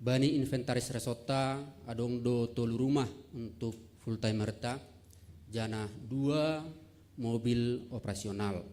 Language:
Batak Simalungun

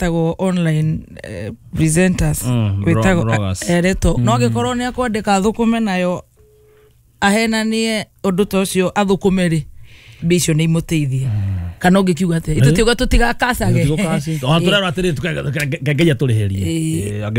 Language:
Kikuyu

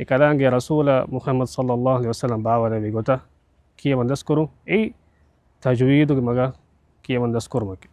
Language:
Divehi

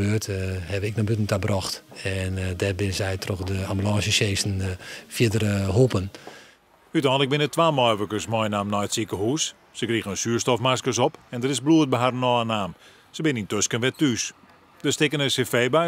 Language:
Western Frisian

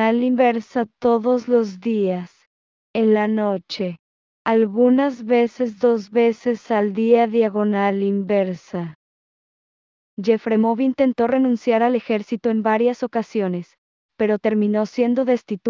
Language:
Spanish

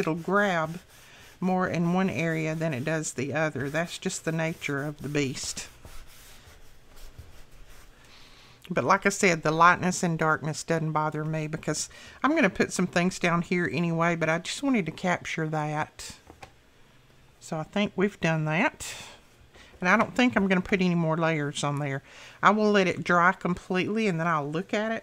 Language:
English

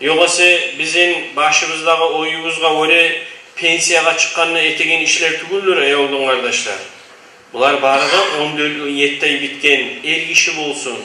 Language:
Kumyk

